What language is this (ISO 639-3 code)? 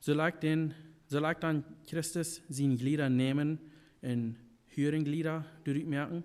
pdt